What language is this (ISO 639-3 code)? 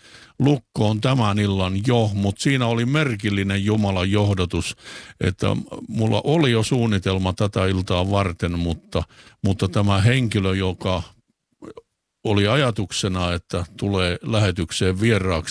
fin